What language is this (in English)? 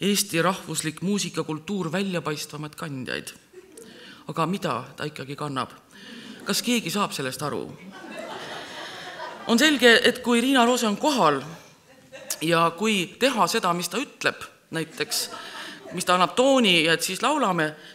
Estonian